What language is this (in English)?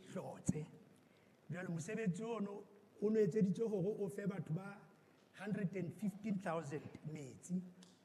Southern Sotho